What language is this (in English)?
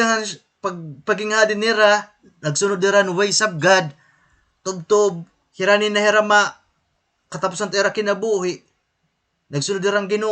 Waray